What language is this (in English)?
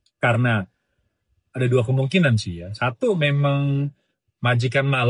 Indonesian